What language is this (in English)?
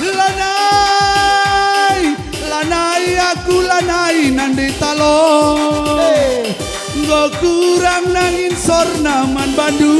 Batak Karo